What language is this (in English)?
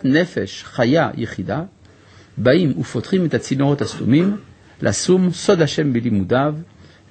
Hebrew